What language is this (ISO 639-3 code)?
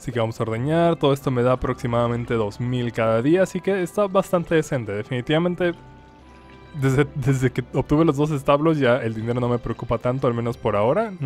spa